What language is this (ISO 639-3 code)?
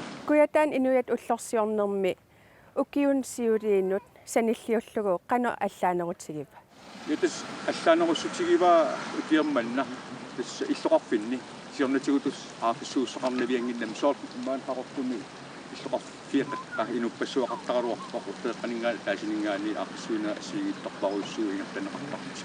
kal